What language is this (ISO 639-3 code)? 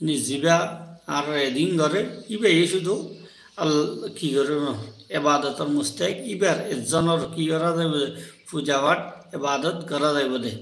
rhg